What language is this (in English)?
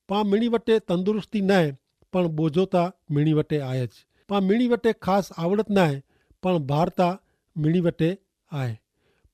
Kachhi